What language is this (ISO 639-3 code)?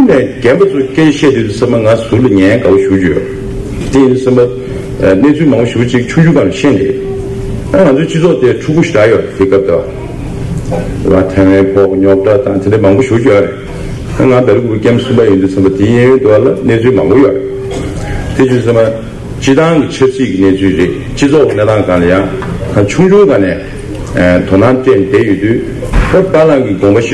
bod